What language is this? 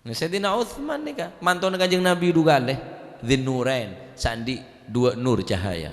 Madurese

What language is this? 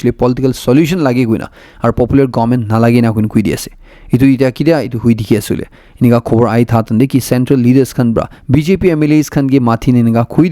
Naga Pidgin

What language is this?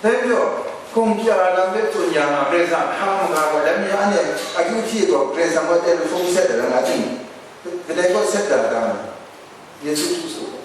Kachin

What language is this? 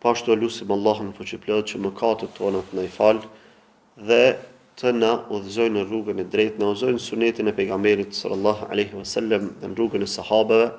Albanian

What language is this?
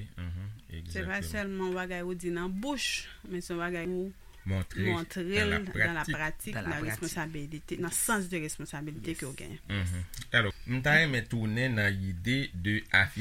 Haitian Creole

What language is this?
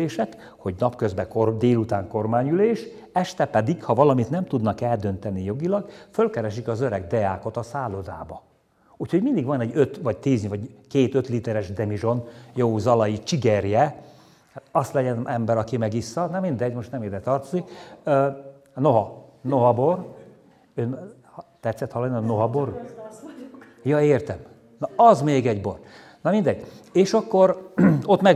Hungarian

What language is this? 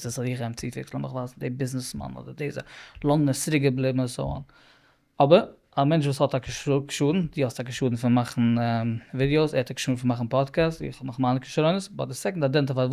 Yiddish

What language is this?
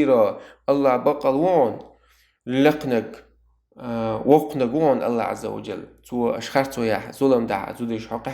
Chechen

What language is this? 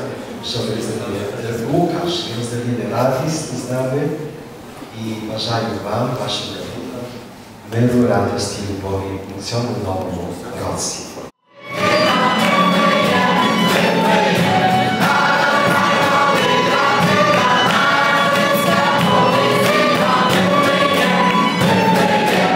Ukrainian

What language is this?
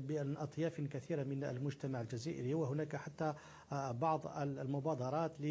Arabic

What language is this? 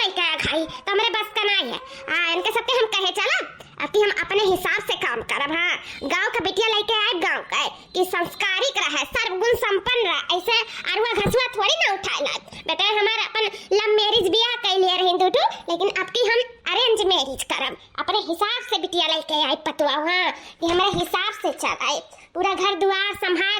Awadhi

